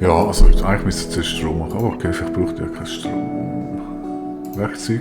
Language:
Swiss German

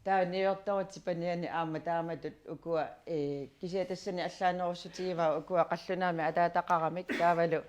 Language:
Kalaallisut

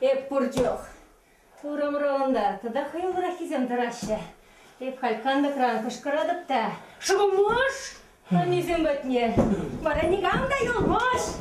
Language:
Chuvash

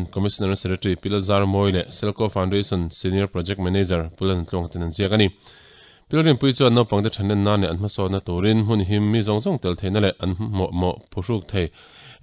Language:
Mizo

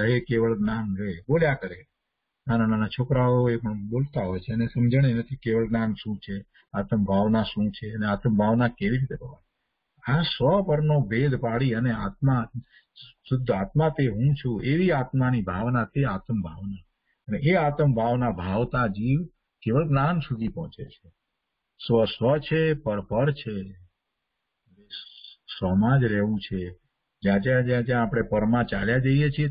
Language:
Gujarati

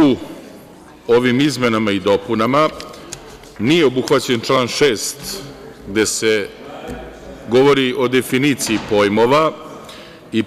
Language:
Serbian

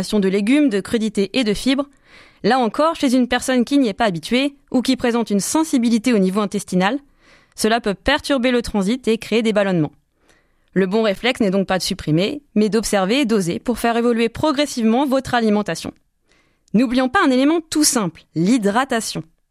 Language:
French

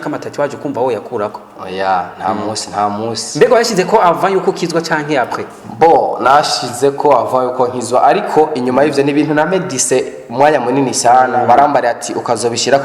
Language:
Rundi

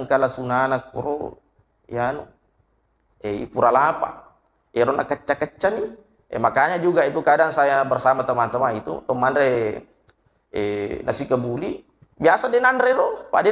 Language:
Buginese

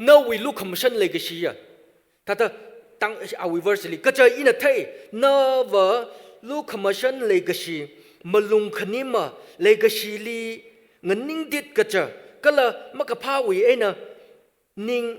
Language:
Tangkhul Naga (India)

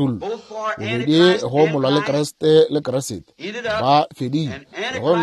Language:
Northern Sotho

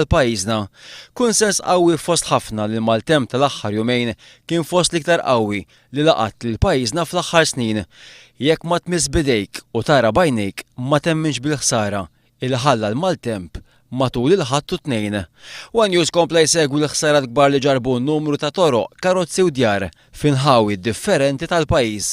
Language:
Maltese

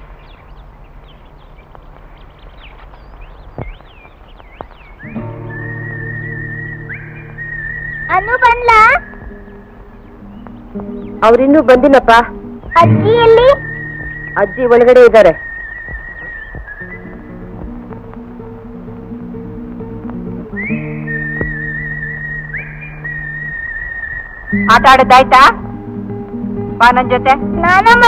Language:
Kannada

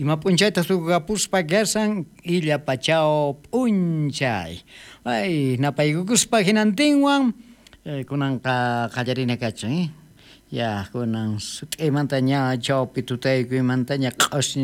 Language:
South Bolivian Quechua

